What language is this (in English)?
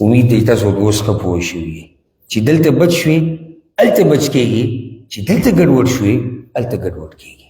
Pashto